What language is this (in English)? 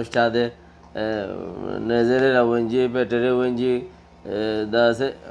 Rohingya